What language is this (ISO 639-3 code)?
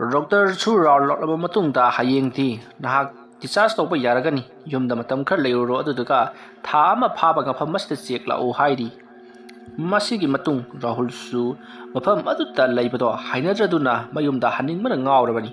mni